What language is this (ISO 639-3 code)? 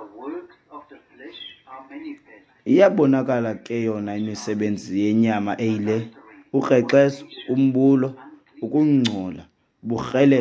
xho